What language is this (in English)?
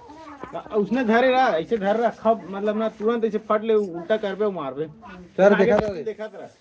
Chhattisgarhi